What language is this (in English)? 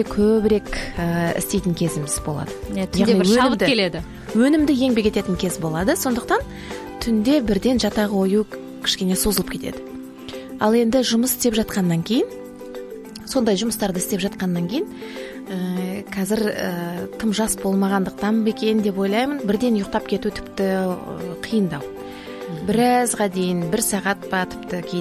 Kazakh